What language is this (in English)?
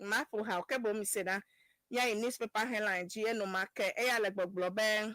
Ewe